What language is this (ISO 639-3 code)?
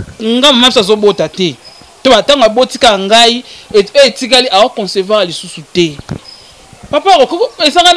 lin